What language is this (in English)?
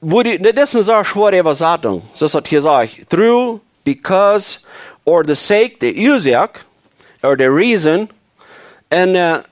Plautdietsch